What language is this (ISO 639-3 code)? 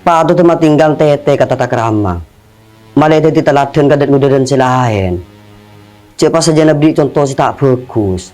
mad